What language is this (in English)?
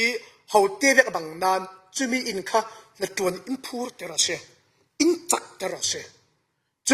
Falam Chin